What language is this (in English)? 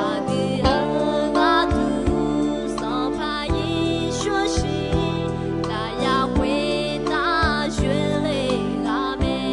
Akha